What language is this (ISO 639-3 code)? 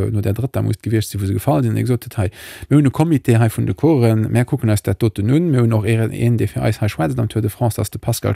ltz